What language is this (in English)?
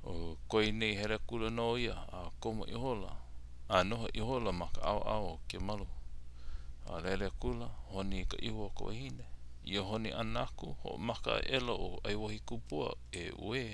Hawaiian